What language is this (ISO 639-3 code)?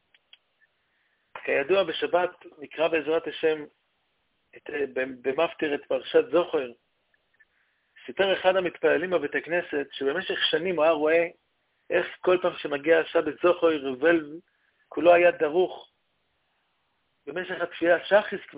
heb